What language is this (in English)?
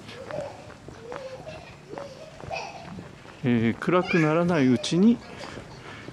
Japanese